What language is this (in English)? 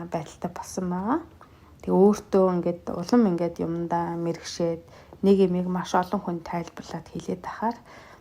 Mongolian